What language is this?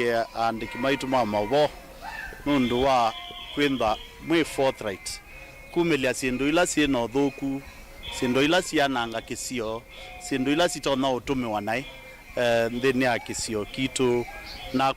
Kamba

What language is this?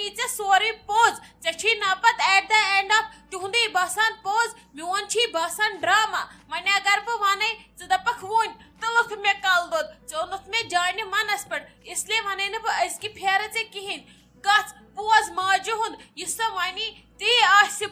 Kashmiri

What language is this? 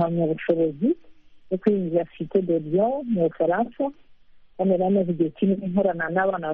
Kinyarwanda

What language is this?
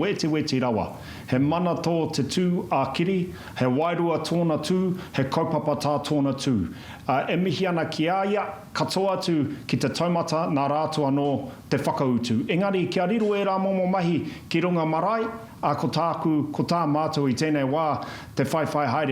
Māori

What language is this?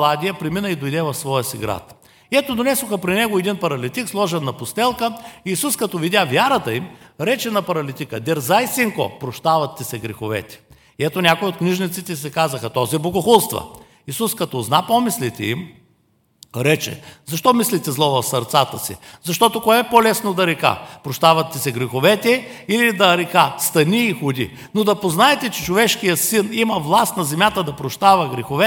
Bulgarian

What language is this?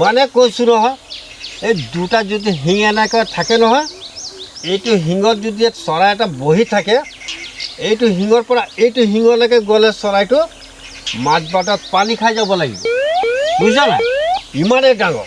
Assamese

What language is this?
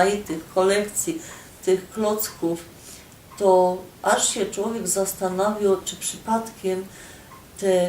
Silesian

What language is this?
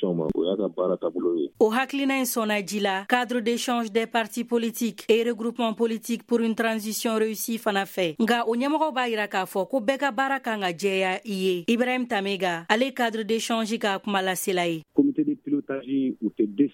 Bambara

